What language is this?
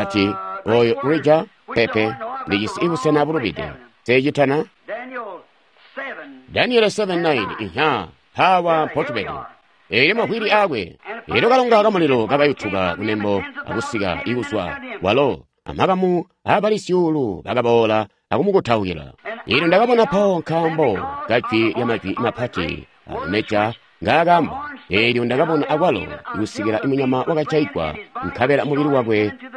Tonga (Zambia)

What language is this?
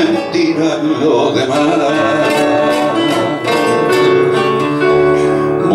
Spanish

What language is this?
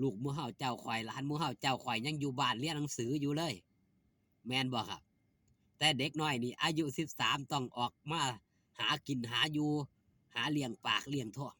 Northeastern Thai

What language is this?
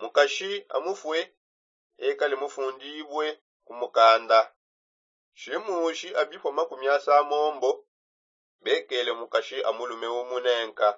Songe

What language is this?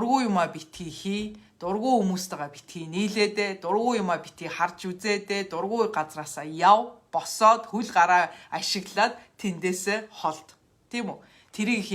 Mongolian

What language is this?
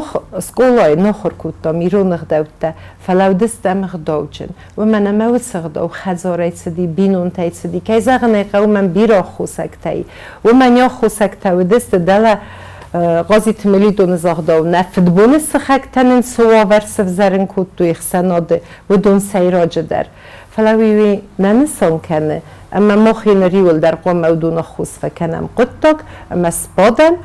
Ossetic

